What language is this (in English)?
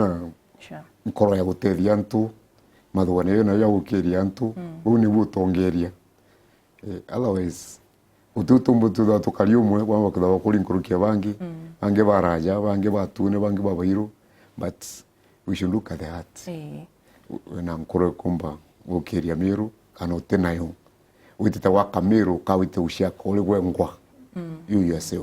Meru